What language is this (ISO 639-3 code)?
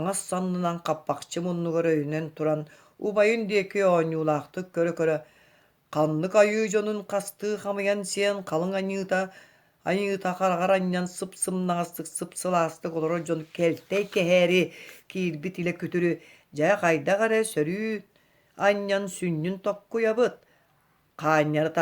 sah